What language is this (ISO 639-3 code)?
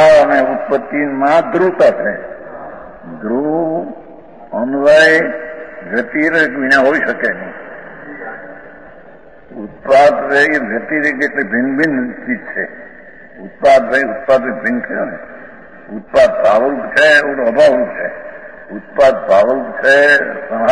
guj